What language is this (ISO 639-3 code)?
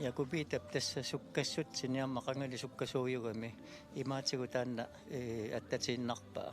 kal